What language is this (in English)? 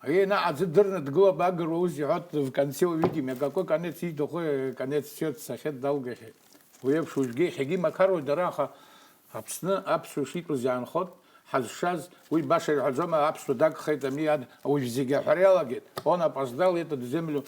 Abkhazian